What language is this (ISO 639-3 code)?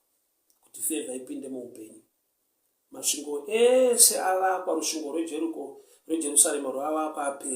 sna